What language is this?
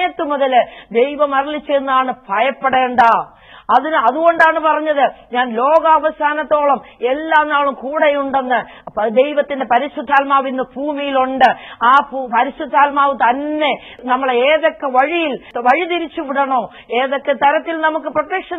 Malayalam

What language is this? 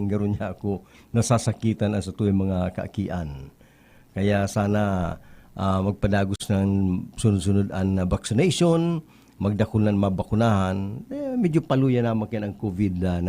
Bikol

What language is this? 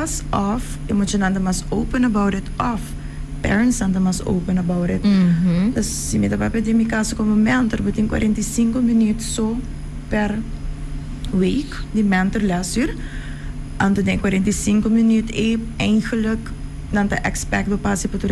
Papiamento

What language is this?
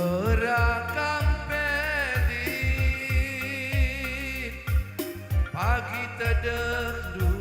Batak Karo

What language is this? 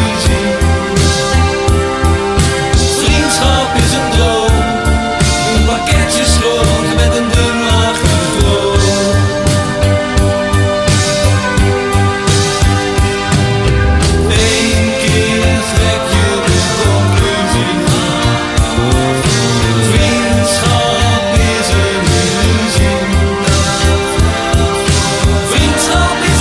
Dutch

